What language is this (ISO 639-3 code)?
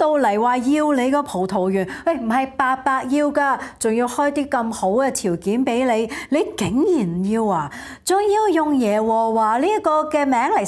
yue